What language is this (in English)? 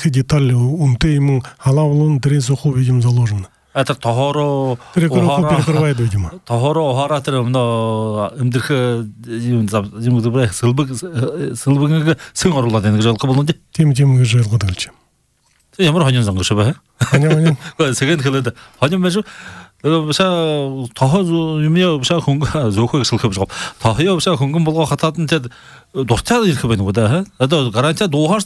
Buriat